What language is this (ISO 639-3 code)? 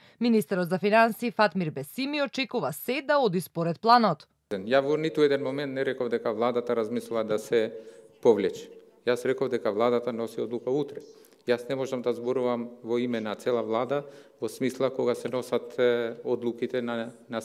mkd